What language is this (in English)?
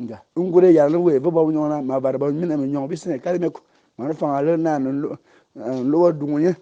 Fang